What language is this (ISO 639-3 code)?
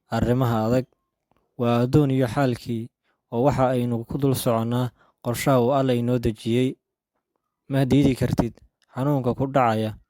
som